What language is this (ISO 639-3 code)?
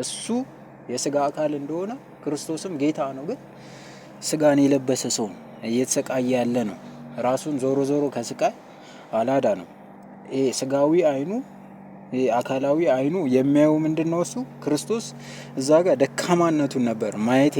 amh